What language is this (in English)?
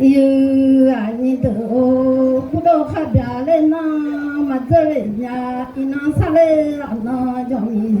Akha